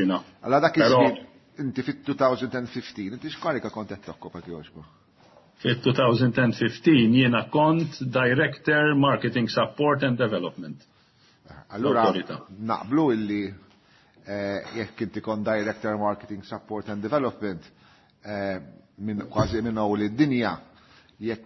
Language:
Maltese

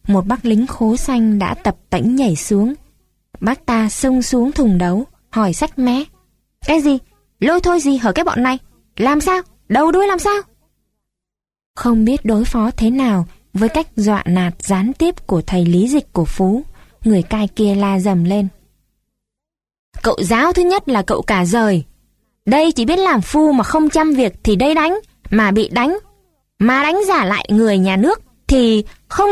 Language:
Vietnamese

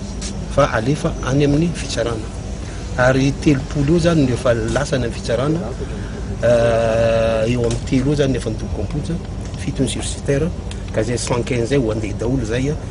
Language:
Malagasy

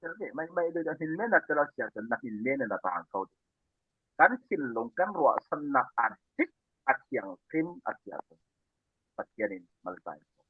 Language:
Falam Chin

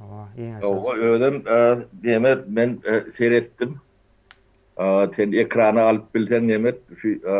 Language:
Turkmen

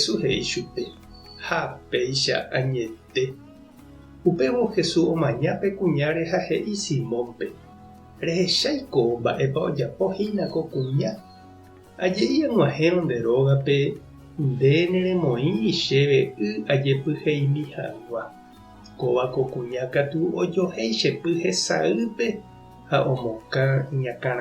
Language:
Guarani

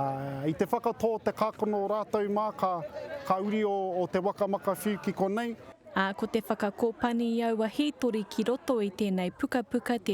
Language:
Māori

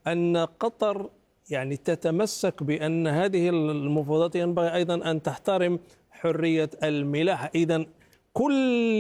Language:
Arabic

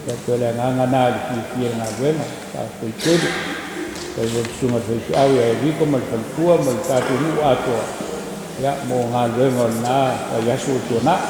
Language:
Samoan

